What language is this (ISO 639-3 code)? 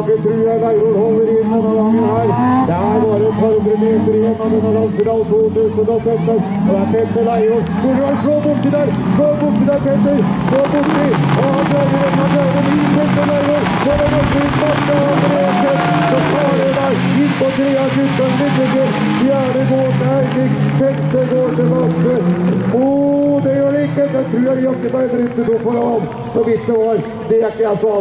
nor